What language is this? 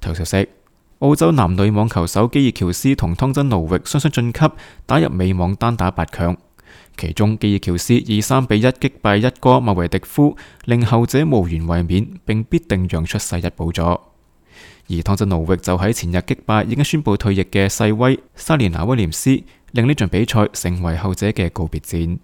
Cantonese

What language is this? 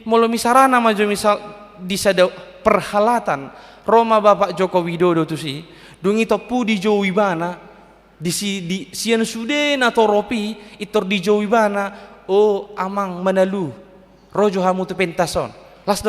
Batak Toba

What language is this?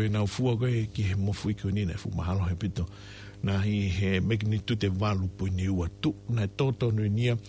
Tongan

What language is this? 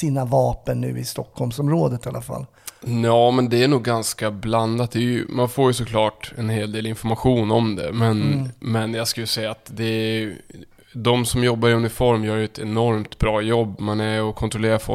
Swedish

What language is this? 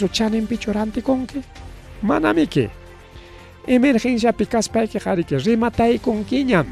Ayacucho Quechua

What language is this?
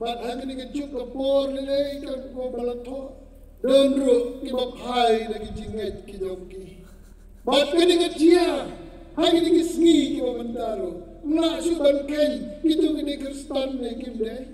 Khasi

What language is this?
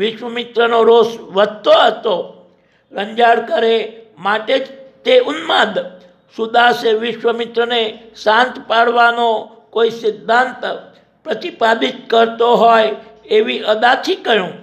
Gujarati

